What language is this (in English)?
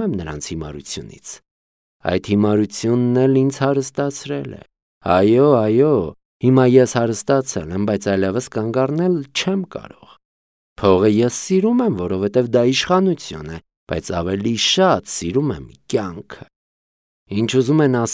Armenian